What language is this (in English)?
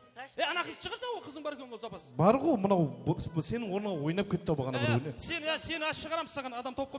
Kara-Kalpak